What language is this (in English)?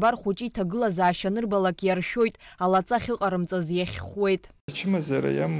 Abkhazian